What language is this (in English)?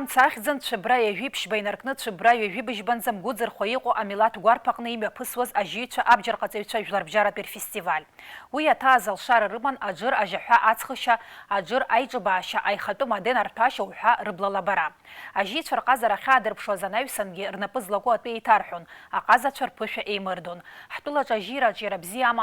Abkhazian